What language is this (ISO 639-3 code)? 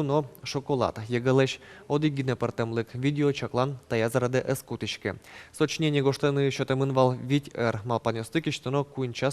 udm